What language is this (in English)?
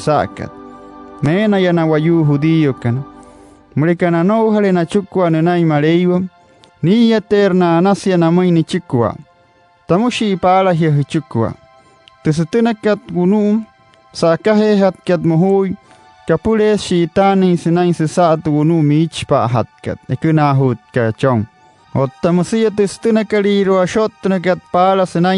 Wayuu